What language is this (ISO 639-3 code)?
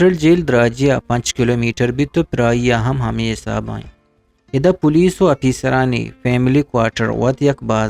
bgp